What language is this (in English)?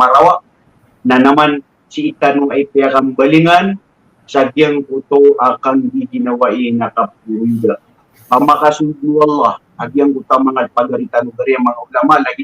Maranao